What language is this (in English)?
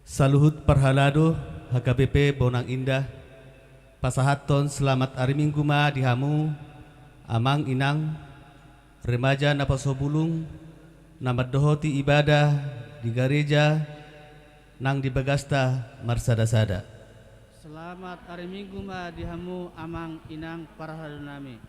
Batak Toba